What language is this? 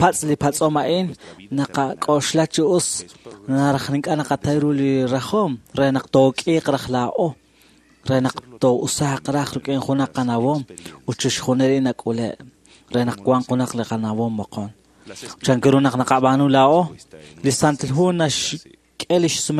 Kekchí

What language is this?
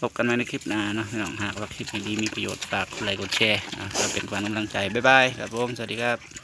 Northeastern Thai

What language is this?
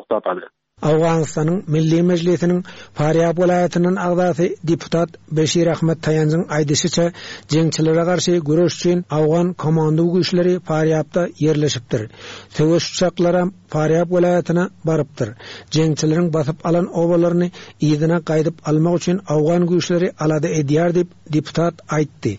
Turkmen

